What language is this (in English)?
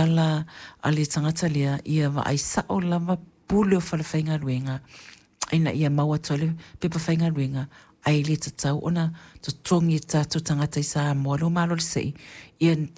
Samoan